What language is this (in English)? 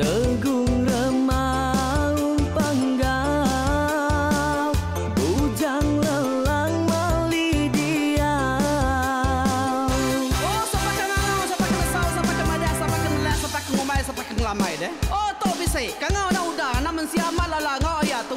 Iban